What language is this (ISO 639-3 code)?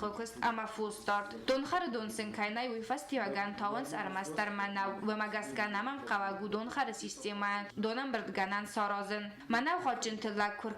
oss